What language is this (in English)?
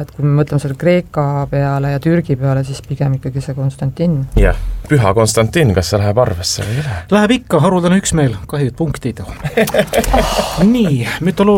Estonian